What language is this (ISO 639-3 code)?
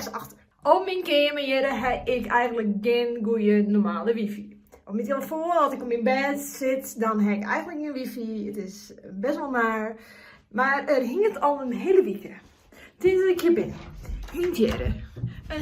fry